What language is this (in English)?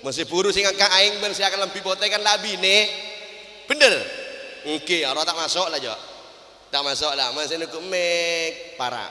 Madurese